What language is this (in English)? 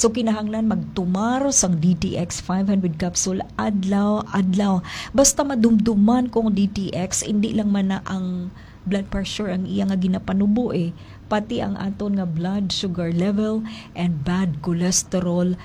Hiligaynon